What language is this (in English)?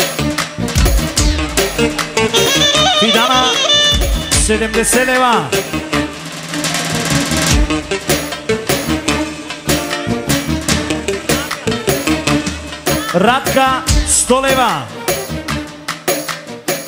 Bulgarian